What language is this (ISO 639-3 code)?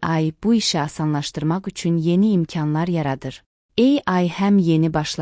aze